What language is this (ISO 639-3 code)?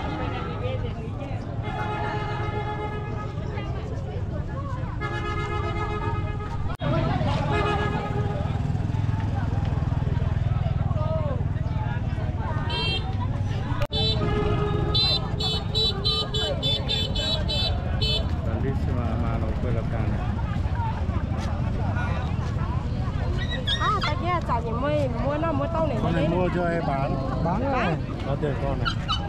vie